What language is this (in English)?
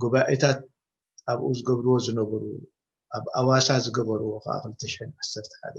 Tigrinya